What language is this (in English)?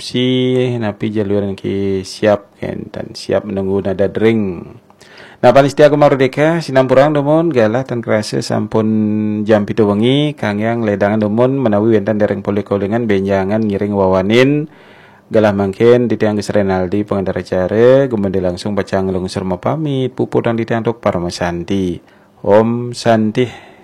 Balinese